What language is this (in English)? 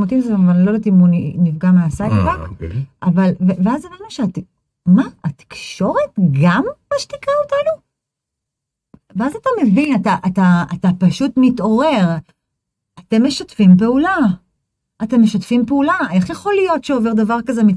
Hebrew